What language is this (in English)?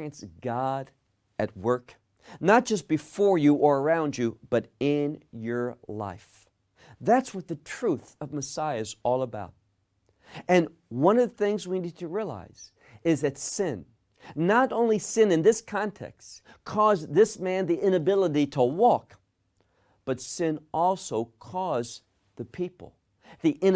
English